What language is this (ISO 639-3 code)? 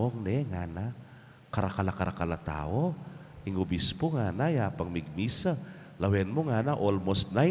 pam